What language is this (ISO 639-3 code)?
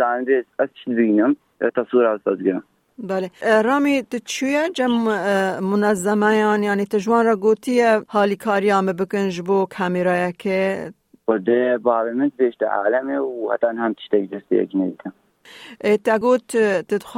kur